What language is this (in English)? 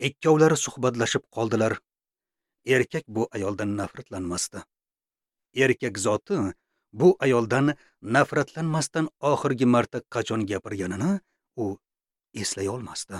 Uzbek